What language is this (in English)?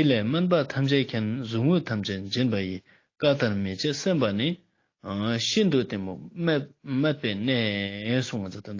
Ladakhi